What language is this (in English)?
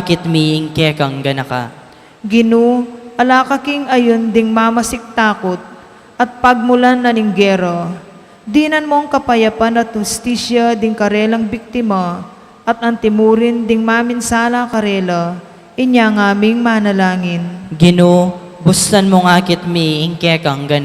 Pampanga